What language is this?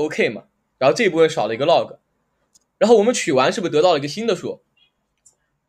Chinese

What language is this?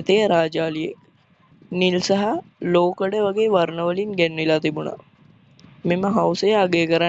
Sinhala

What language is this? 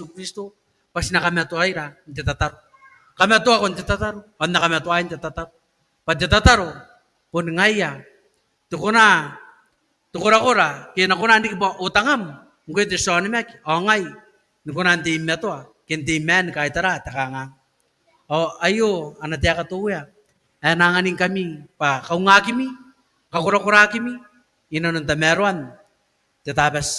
Gilbertese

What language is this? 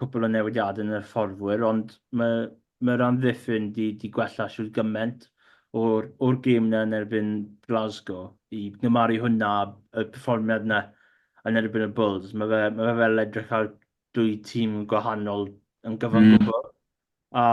Welsh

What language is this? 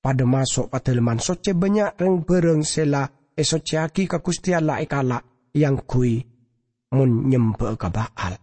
Madurese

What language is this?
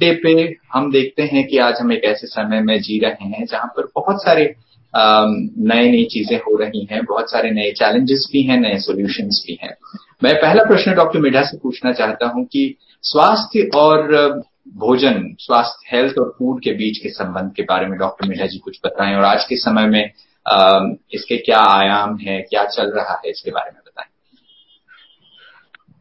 Hindi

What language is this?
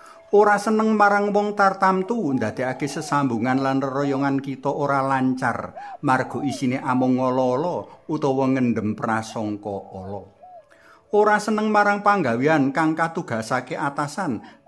Javanese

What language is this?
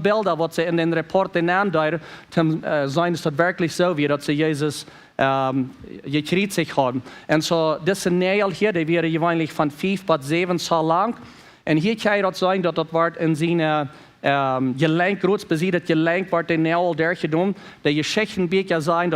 Plautdietsch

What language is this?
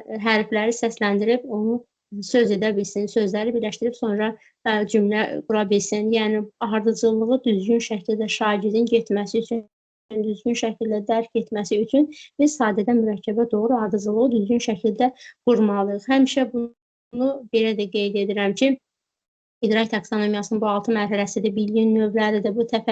Azerbaijani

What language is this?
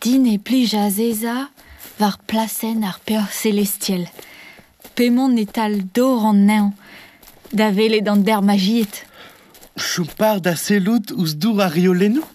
Breton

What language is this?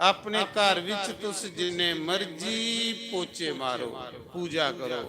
Dogri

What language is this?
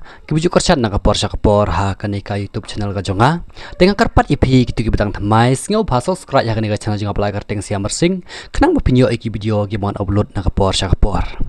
Khasi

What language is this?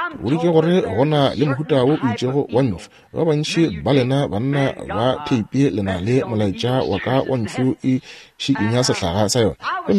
Northern Sotho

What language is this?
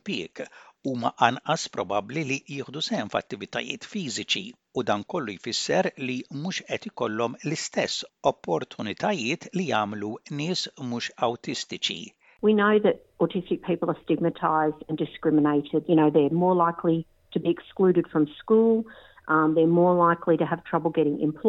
Maltese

